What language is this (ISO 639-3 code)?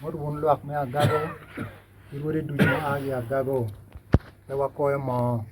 ach